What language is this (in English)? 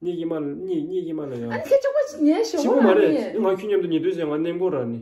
Tibetan